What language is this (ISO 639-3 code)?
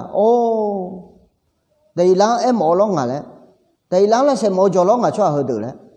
ahk